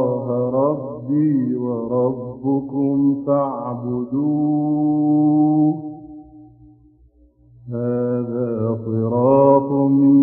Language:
Arabic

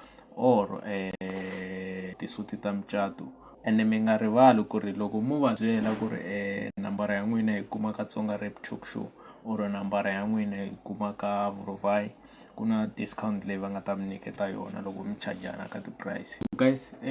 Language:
Tsonga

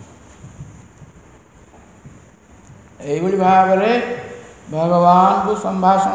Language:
Odia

